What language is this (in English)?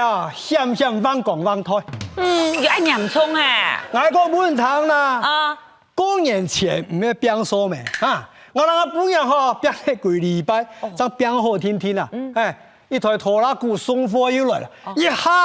Hakka Chinese